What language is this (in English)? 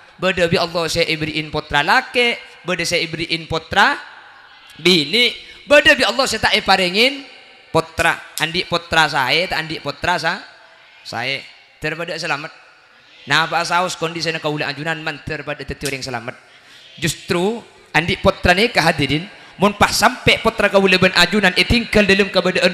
Madurese